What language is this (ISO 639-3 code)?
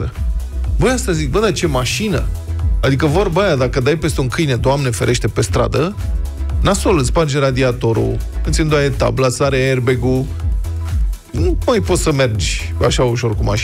ron